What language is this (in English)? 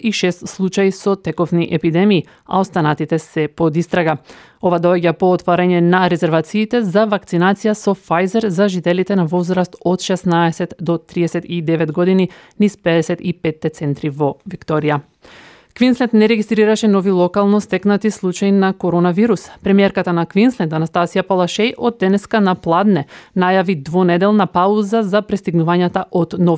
Macedonian